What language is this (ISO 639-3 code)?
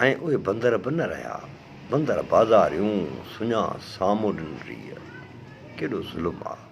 snd